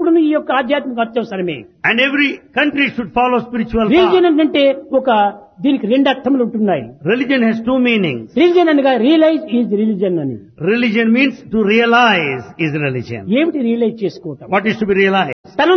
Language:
Telugu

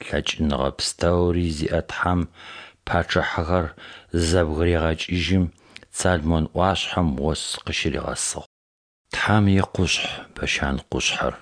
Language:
Adyghe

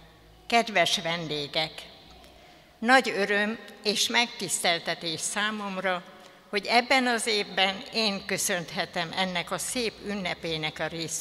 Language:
Hungarian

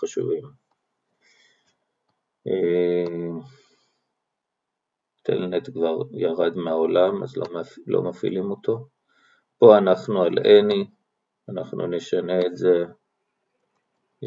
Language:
Hebrew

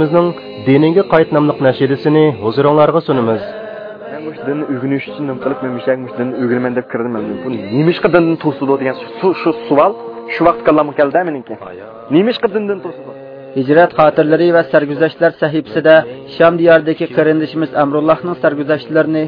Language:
Uyghur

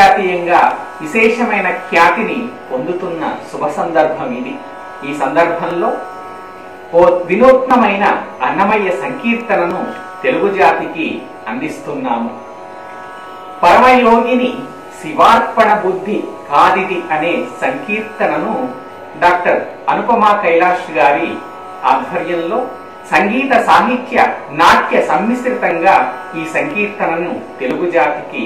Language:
Telugu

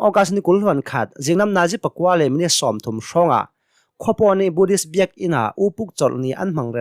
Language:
Hakha Chin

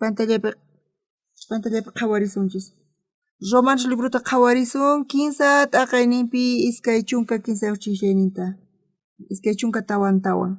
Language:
South Bolivian Quechua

